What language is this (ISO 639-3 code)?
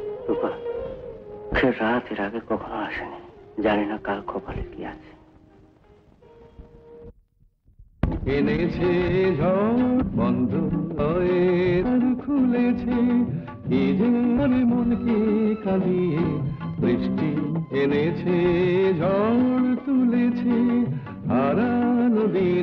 ben